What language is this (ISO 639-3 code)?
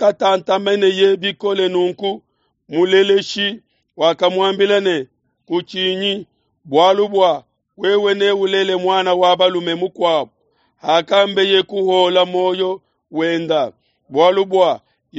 lua